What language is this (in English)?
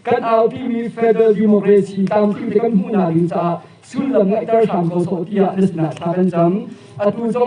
Hakha Chin